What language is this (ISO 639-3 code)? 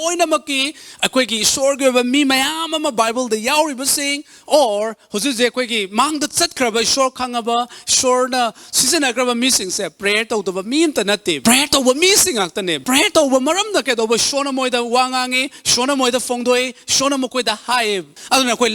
mni